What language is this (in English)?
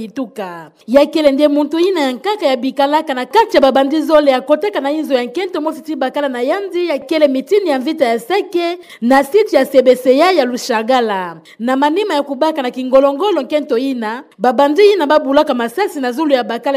Kituba (Democratic Republic of Congo)